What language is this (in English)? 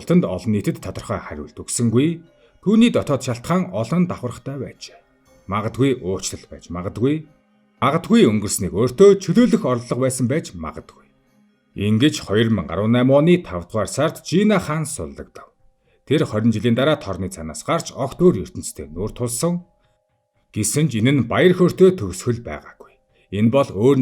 Mongolian